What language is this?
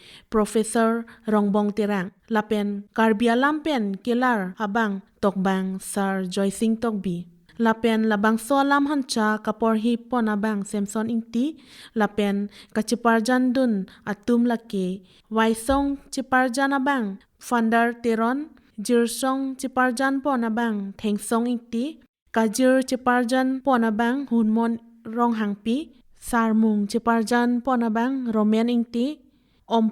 Karbi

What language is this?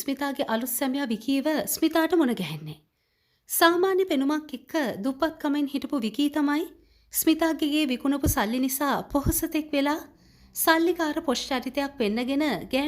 Sinhala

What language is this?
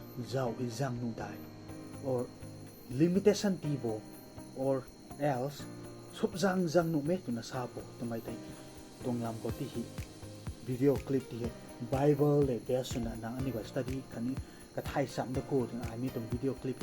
Rongmei Naga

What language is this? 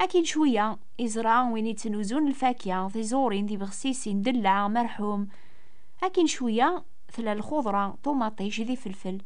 Kabyle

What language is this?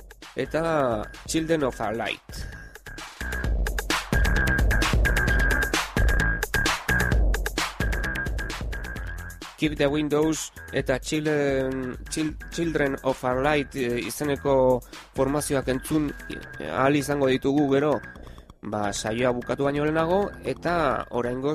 Basque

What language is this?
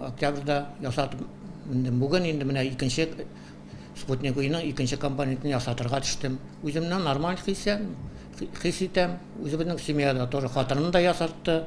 Tatar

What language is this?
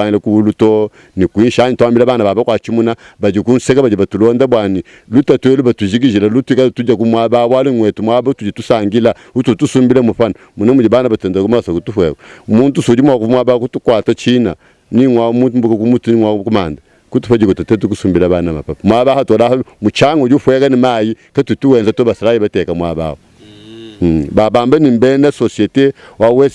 Luba-Lulua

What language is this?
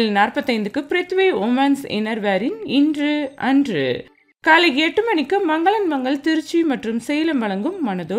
Tamil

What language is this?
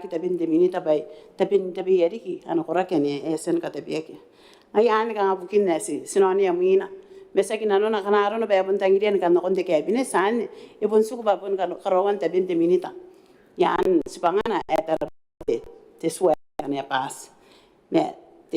Gilbertese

